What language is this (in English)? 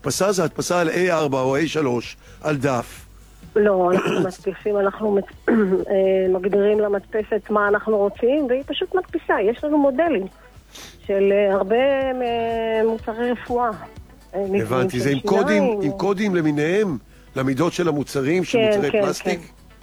Hebrew